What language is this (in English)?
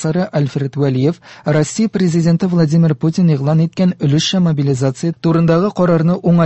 Tatar